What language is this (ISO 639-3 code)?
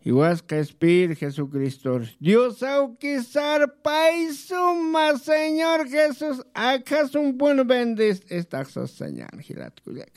aym